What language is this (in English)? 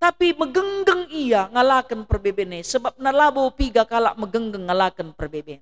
Batak Karo